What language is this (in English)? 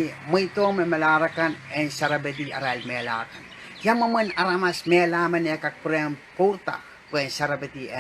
Pohnpeian